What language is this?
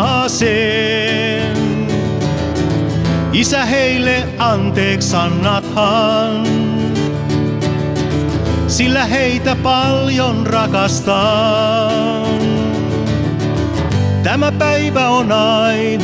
Finnish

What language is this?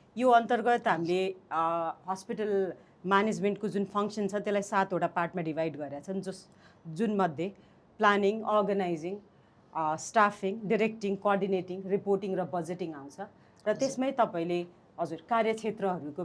Nepali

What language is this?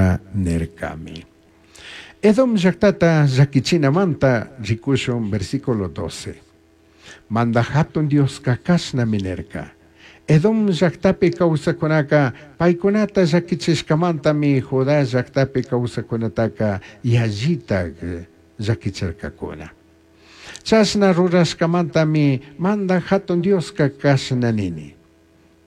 Chimborazo Highland Quichua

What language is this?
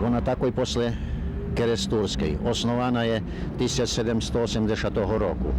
Rusyn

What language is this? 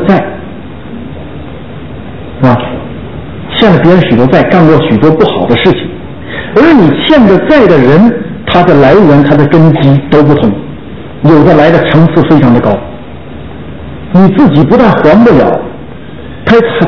Chinese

